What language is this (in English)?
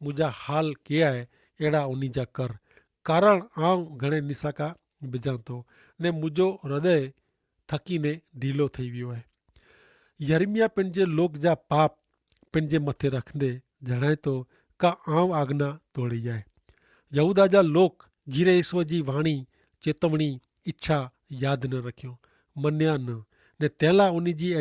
Kachhi